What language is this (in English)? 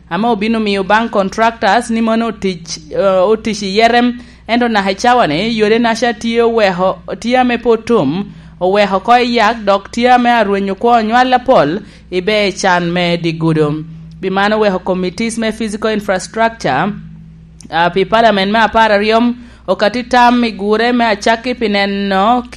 Lango (Uganda)